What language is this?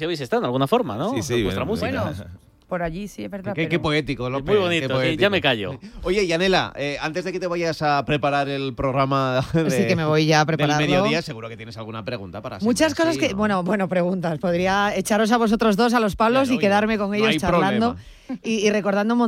Spanish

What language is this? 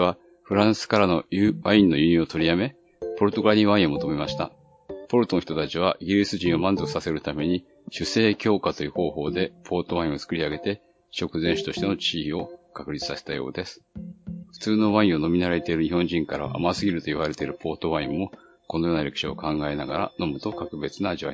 Japanese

